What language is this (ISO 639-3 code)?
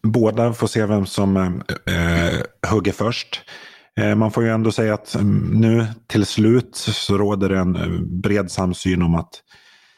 swe